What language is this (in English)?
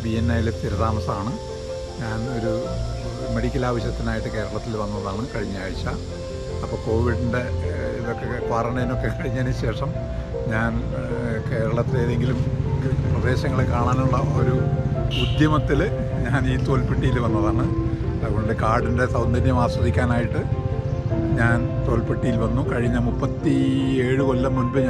Malayalam